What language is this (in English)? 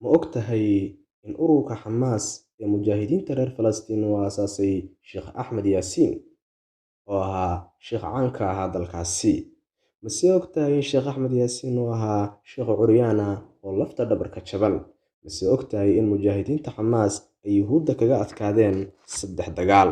Somali